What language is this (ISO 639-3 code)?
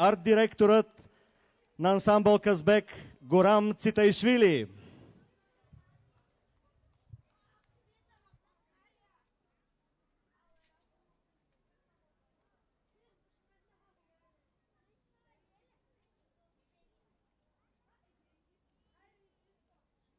bul